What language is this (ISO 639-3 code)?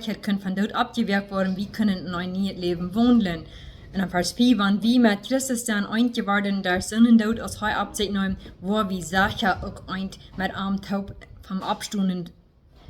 pdt